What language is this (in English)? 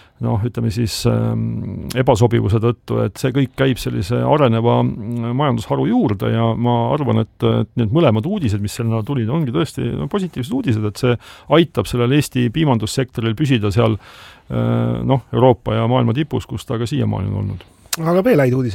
Estonian